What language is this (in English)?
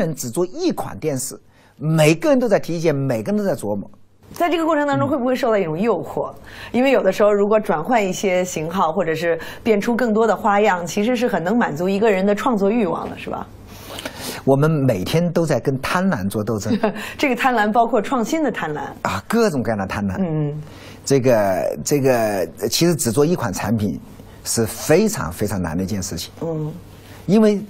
Chinese